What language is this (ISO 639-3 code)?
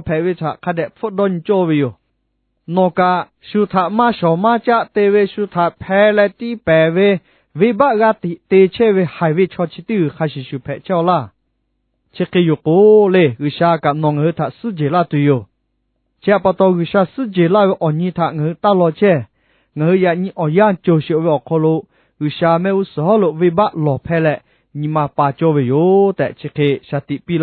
lhu